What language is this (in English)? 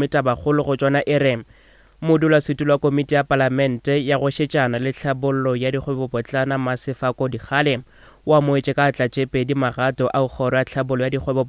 Northern Sotho